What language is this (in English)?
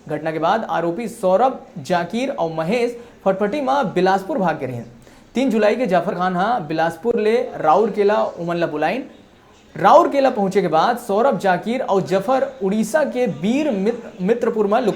Chhattisgarhi